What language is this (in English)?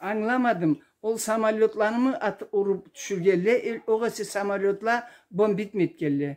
Karachay-Balkar